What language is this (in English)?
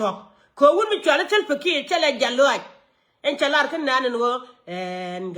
Nuer